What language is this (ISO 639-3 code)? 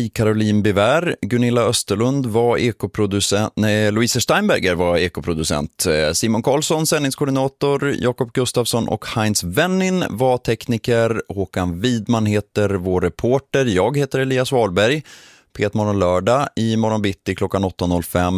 swe